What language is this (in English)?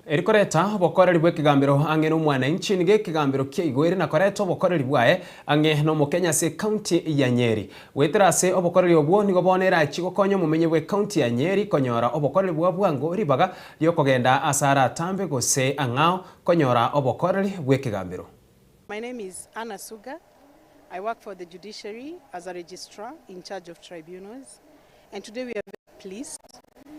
Gusii